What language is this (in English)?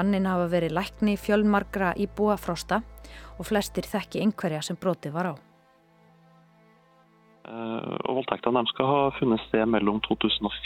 Icelandic